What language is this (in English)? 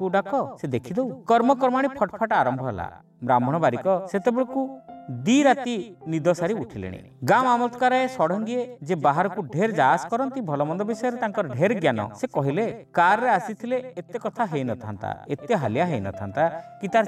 Odia